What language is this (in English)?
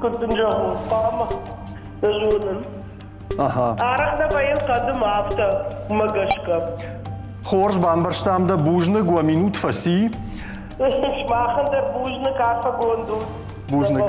Ossetic